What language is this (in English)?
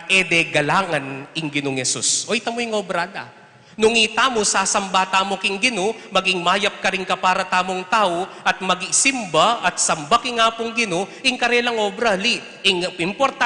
Pampanga